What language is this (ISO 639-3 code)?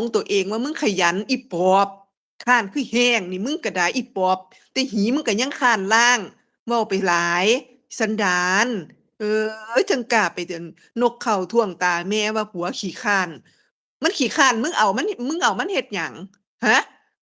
tts